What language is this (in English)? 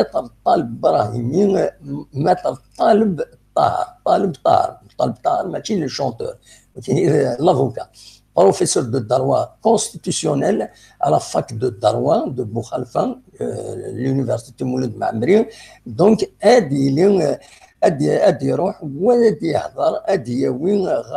Kabyle